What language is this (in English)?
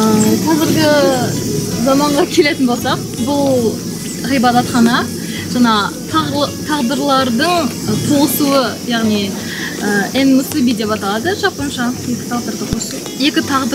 Kazakh